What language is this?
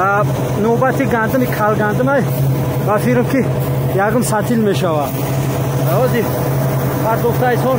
Tajik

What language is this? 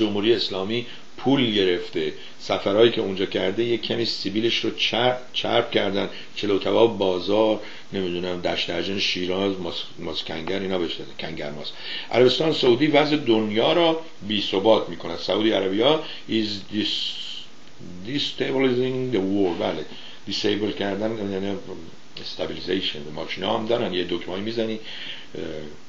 Persian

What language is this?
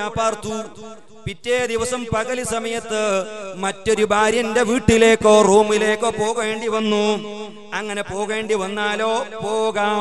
Malayalam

